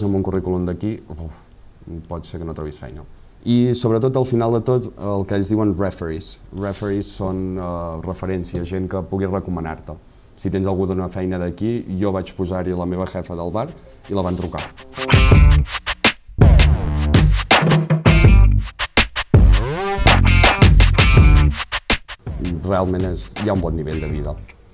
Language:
Catalan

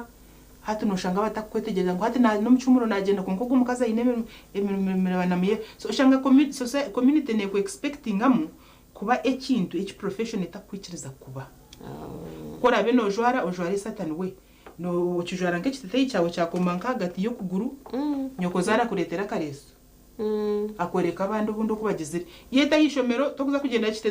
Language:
Nyankole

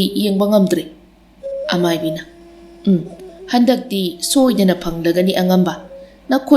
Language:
Manipuri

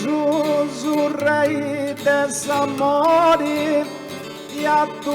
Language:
Sardinian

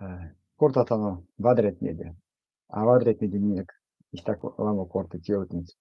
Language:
Erzya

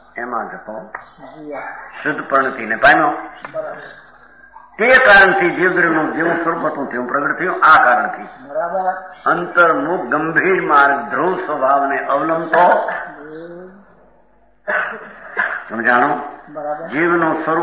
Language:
Gujarati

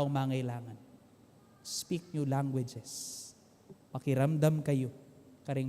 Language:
Pampanga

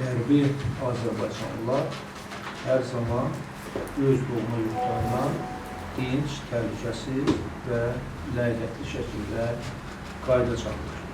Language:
Azerbaijani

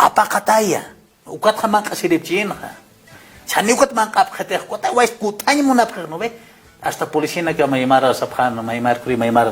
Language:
Aymara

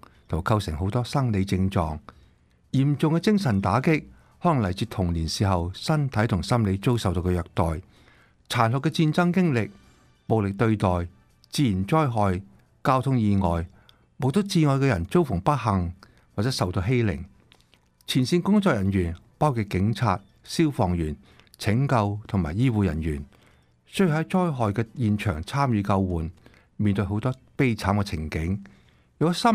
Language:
Cantonese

